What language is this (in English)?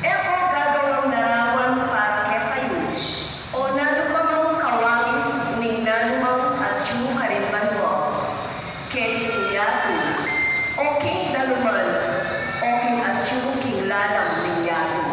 Pampanga